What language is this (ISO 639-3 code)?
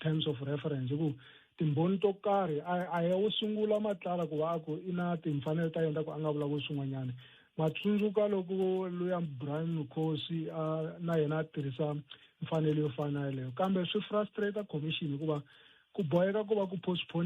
tso